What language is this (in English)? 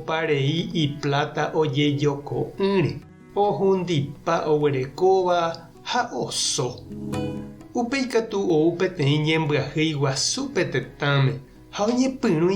Guarani